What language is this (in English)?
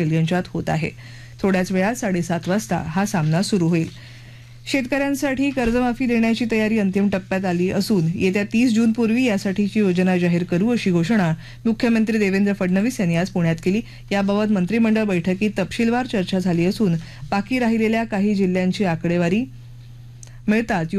Marathi